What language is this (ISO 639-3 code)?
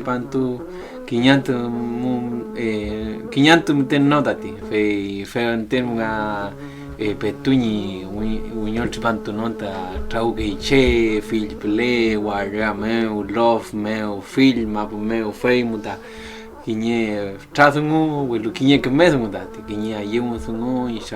arn